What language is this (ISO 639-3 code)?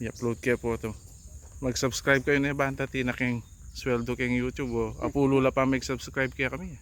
pam